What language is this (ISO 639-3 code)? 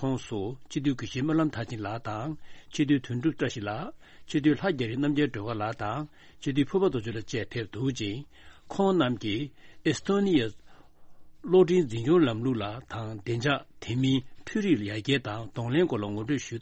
bod